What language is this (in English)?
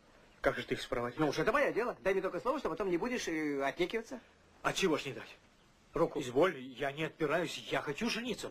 Russian